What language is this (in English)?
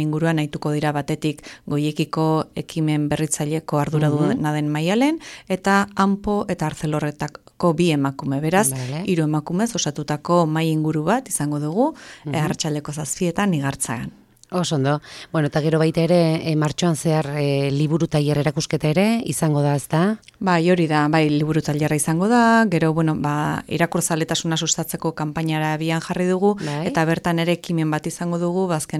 Basque